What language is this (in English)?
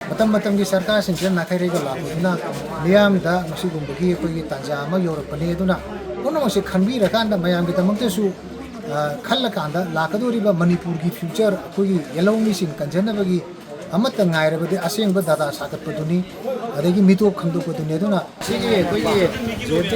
Manipuri